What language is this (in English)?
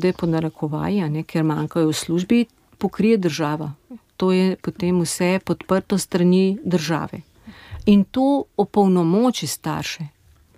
Slovenian